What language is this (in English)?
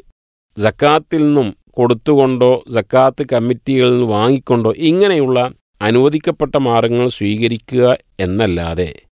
Malayalam